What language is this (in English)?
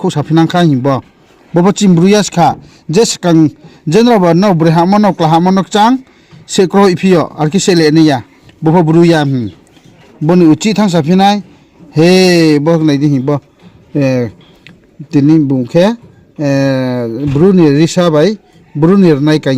Riang (India)